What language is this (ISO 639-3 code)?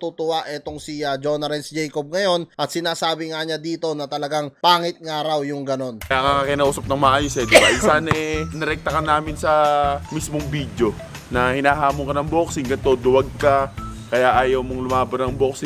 fil